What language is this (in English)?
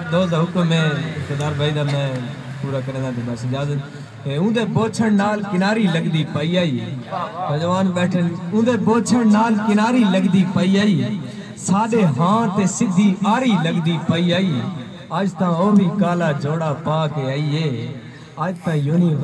Saraiki